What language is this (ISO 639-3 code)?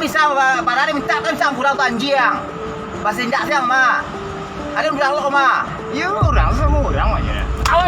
min